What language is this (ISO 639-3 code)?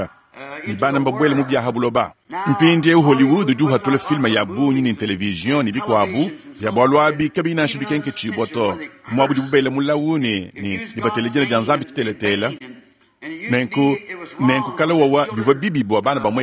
lua